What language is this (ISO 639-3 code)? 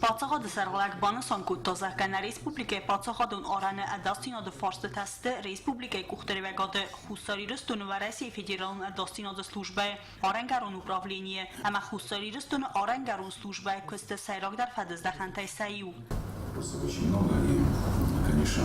oss